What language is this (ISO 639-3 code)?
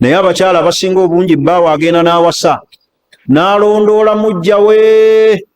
lug